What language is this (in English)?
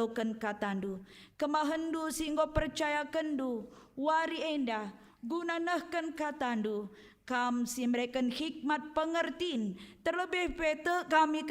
Batak Karo